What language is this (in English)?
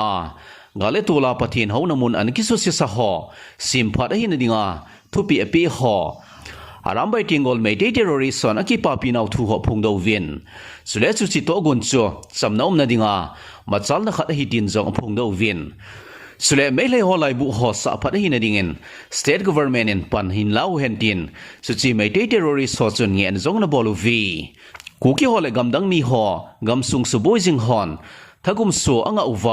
Thado Chin